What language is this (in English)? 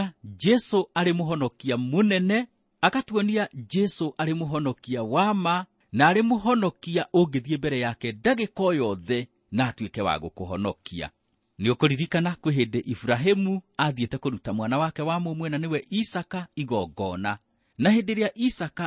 Kikuyu